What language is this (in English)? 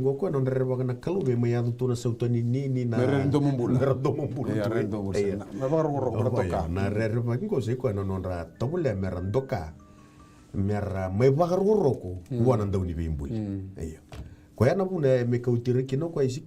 Fijian